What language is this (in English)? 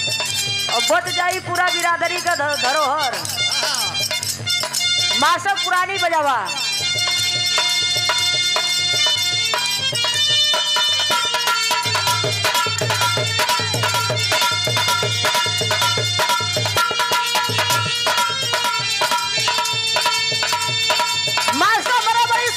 Bhojpuri